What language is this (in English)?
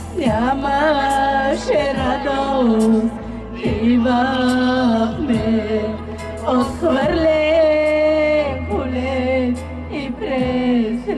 Bulgarian